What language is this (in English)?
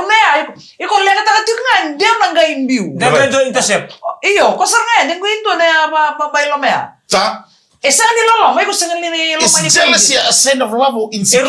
Fijian